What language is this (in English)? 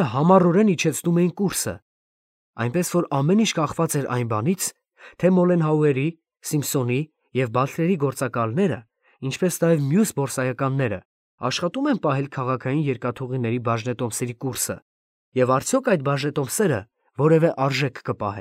Armenian